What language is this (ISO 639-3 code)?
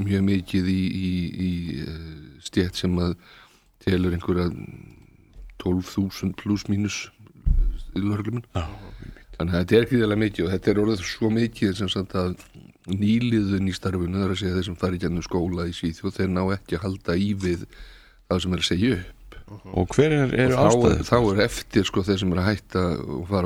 isl